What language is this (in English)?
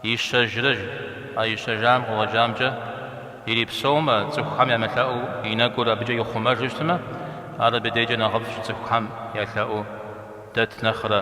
Kabardian